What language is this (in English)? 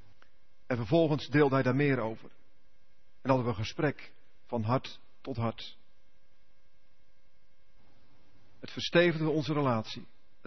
Dutch